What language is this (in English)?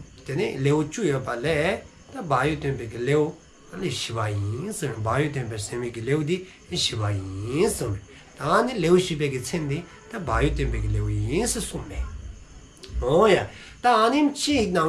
Dzongkha